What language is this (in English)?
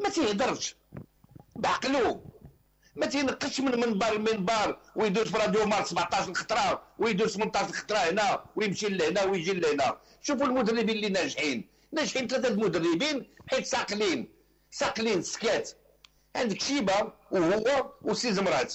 Moroccan Arabic